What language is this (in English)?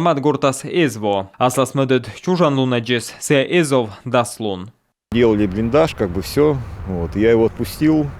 Komi